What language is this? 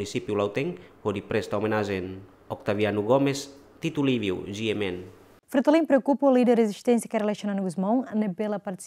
Tetum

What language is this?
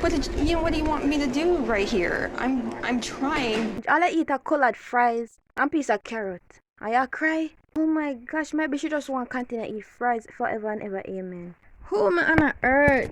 Jamaican Creole English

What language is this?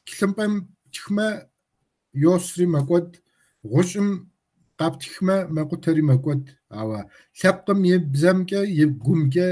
Kabardian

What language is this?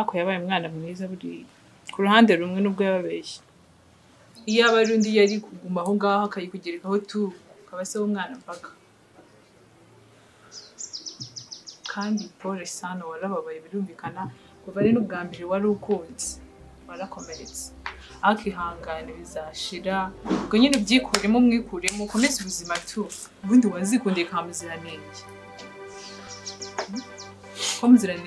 Kinyarwanda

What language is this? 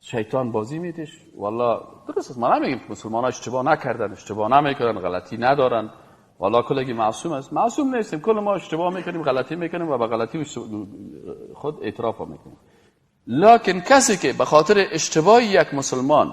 Persian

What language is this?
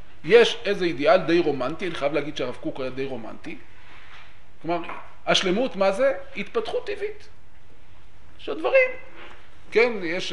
Hebrew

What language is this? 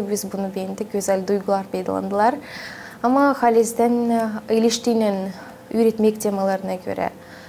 Gagauz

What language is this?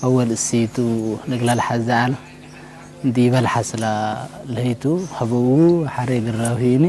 Tigre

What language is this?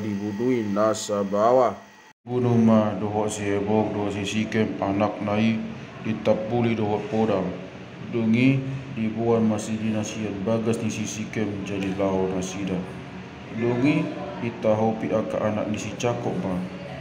Batak Toba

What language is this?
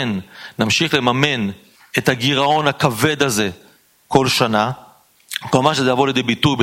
Hebrew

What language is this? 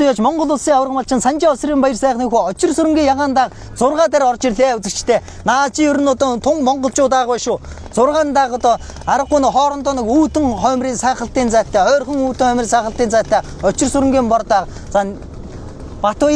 Mongolian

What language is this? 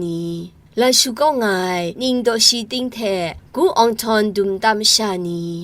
Kachin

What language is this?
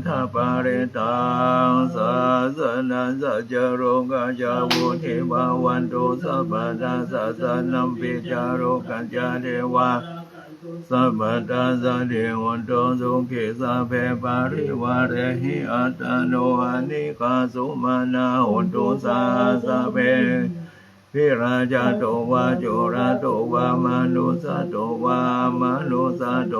Pali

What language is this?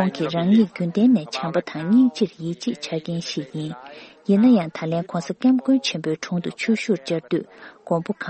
Tibetan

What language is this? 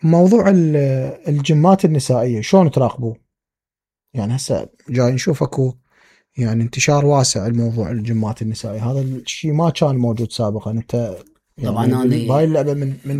Mesopotamian Arabic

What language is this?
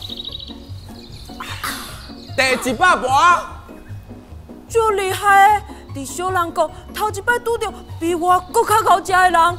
Min Nan Chinese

